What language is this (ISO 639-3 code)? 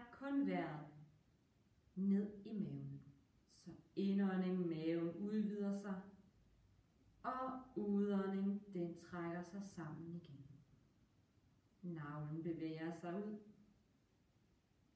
dan